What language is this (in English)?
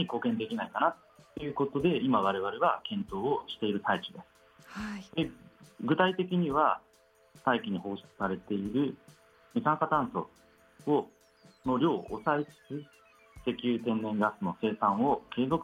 Japanese